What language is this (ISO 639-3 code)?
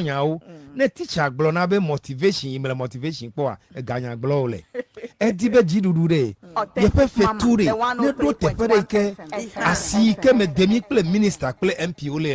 ewe